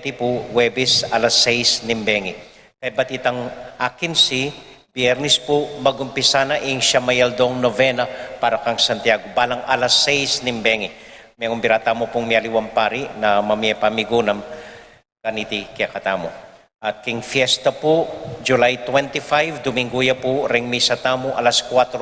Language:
Pampanga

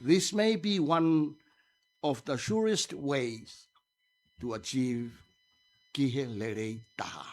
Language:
Tongan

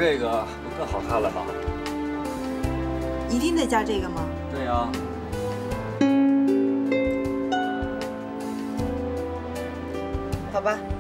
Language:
Chinese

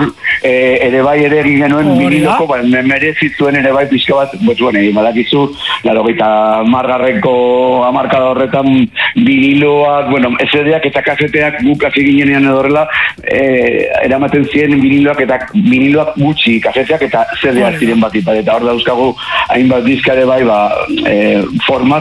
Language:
Basque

